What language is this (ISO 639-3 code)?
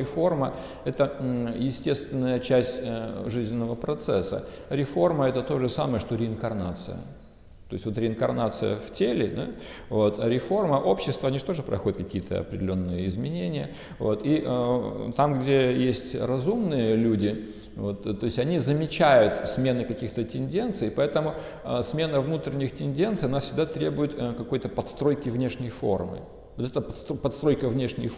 rus